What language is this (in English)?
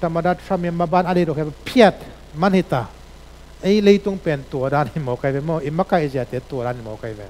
Tedim Chin